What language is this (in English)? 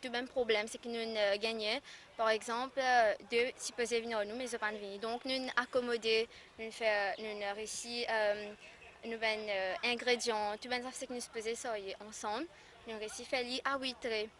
Morisyen